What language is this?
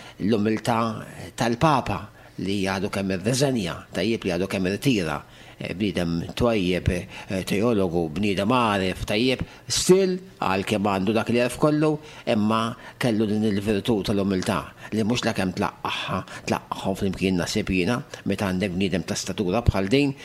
Maltese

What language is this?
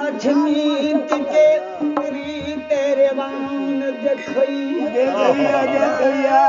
Maithili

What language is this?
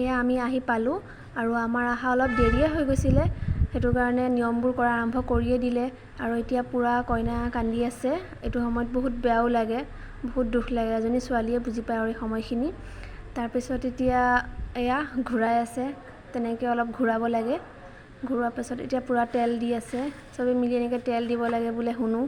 Assamese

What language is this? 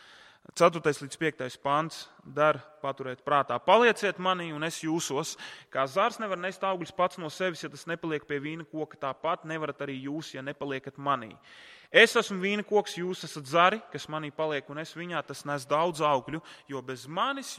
Latvian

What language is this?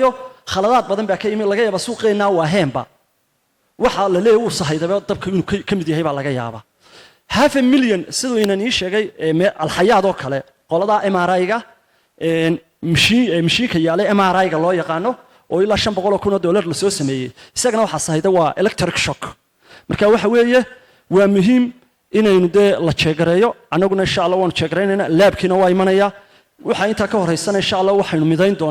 Somali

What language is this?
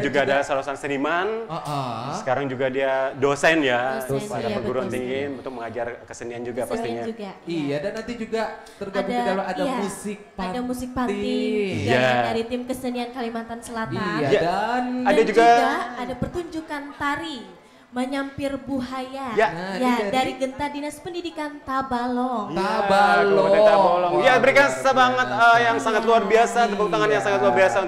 Banjar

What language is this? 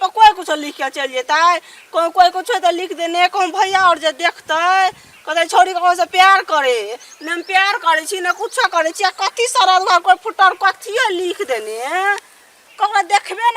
Maithili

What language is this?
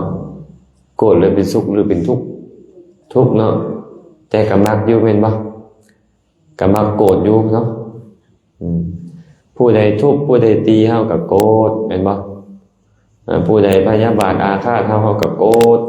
Lao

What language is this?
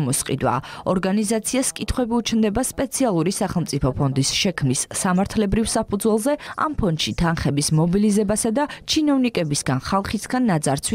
Georgian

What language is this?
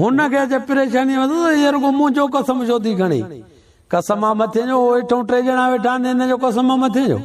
Sindhi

